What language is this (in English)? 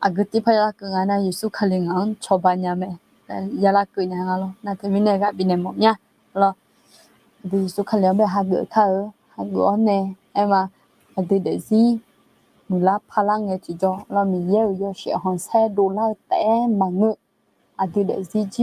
Akha